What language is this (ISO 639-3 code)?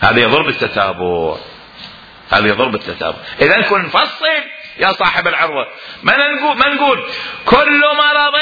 acm